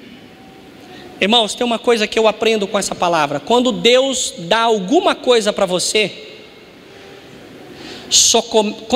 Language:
Portuguese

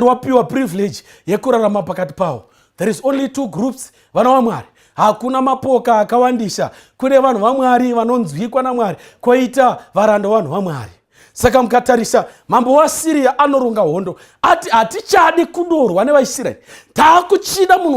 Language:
Shona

